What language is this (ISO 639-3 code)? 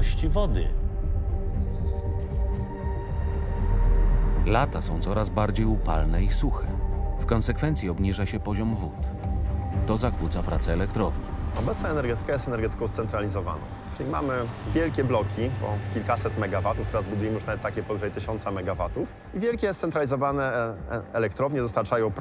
pol